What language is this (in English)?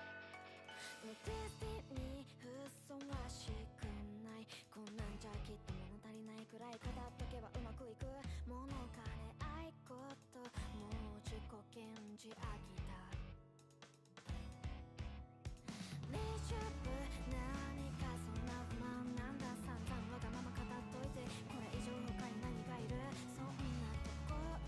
Japanese